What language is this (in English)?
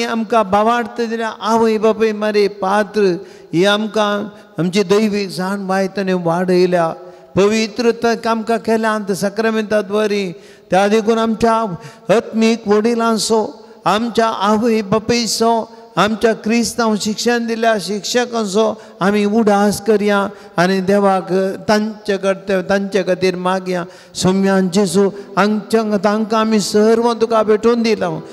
Konkani